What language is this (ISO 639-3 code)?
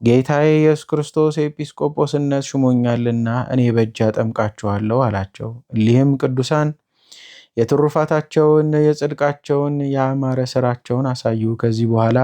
amh